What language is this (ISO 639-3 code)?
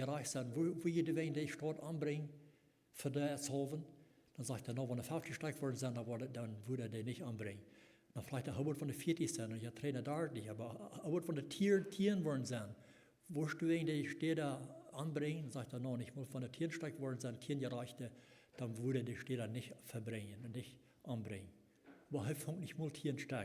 pdt